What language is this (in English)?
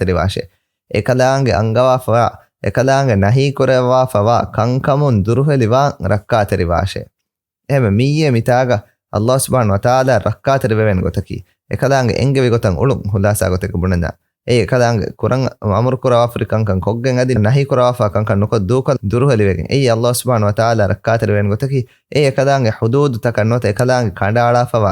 Divehi